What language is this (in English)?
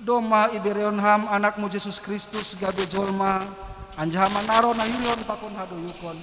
Batak Simalungun